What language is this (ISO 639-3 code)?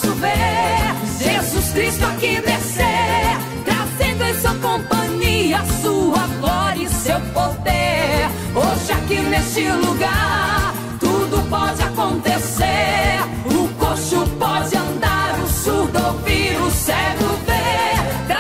por